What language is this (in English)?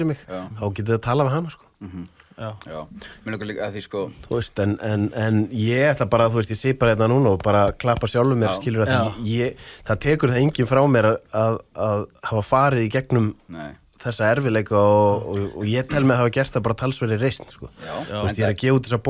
Icelandic